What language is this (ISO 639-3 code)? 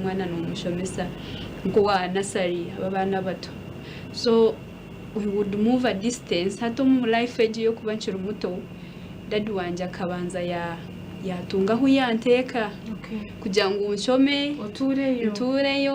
nyn